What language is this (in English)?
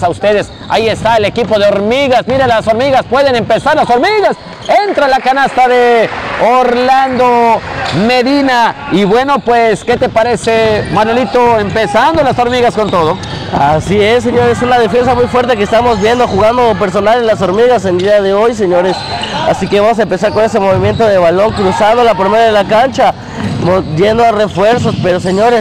Spanish